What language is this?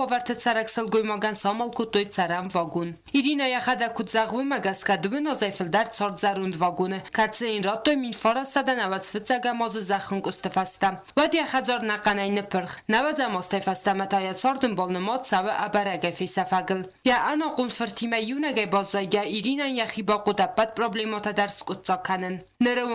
Ossetic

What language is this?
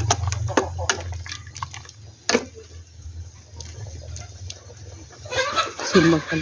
Northeastern Thai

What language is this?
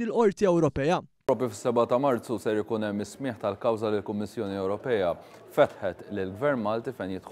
Maltese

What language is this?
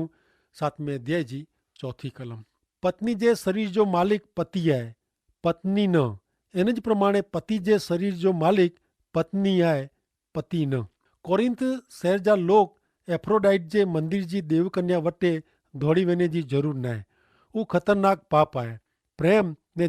Kachhi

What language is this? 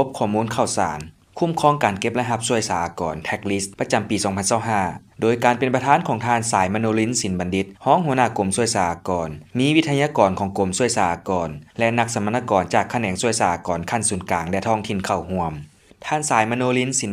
Lao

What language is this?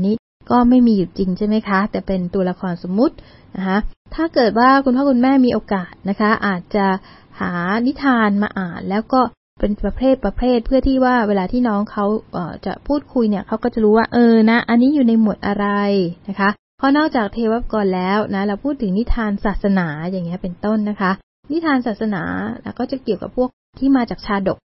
Thai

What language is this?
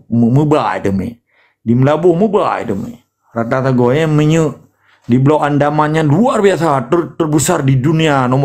Achinese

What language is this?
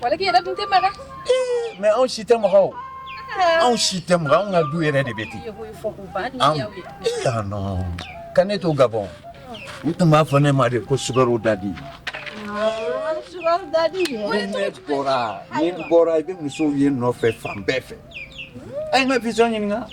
Bambara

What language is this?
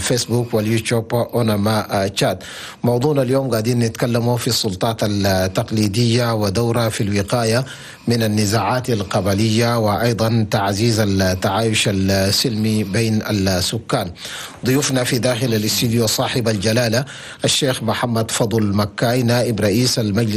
Chadian Arabic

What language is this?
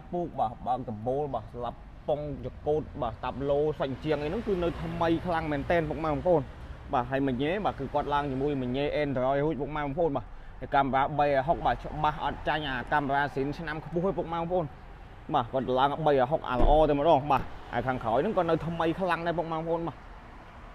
Khmer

